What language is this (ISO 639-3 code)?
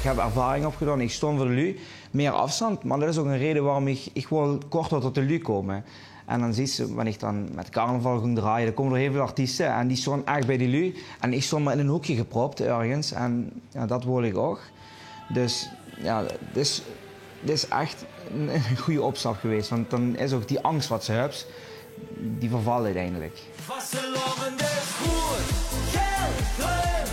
lim